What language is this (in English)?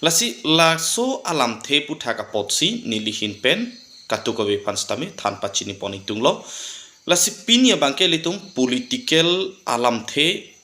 Karbi